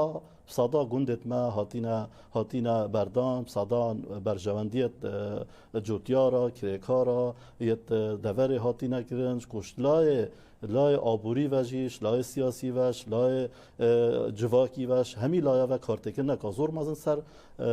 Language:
Kurdish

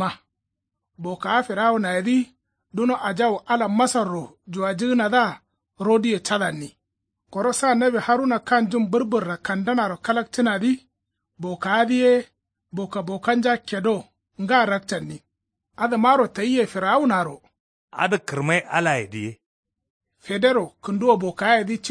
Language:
Kanuri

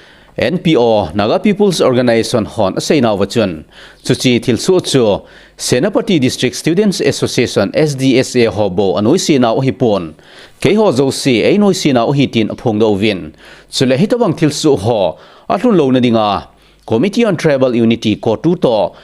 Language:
Thado Chin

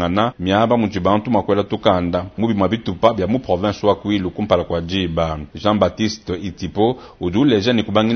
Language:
Luba-Lulua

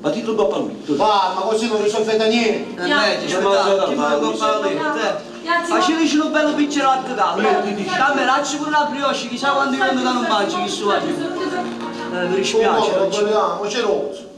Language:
Neapolitan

